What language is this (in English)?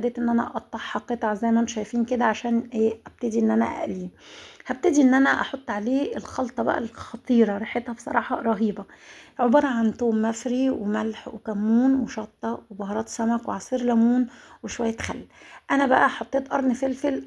Egyptian Arabic